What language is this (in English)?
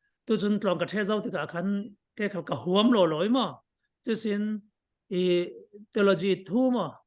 Falam Chin